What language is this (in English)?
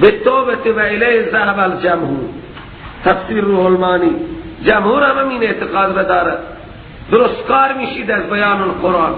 Persian